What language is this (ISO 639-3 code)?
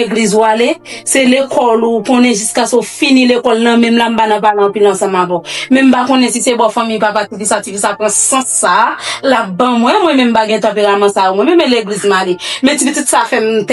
hat